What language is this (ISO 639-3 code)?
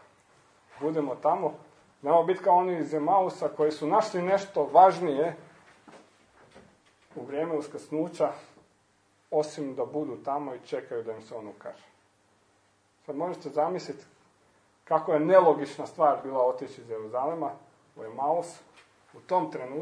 hrv